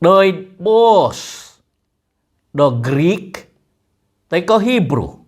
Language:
Central Dusun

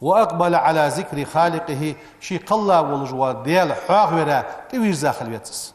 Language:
Ingush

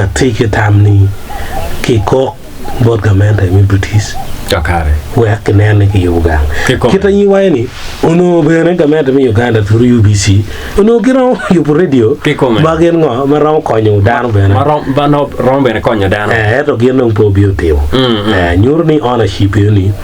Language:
Acoli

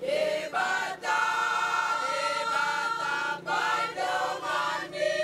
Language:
Batak Toba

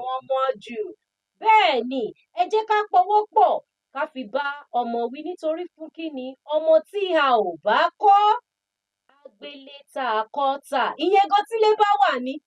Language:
Yoruba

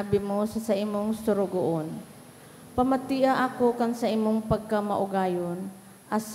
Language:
Bikol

